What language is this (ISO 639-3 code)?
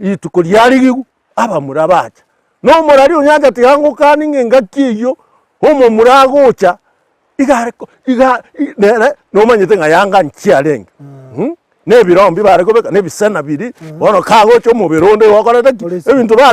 guz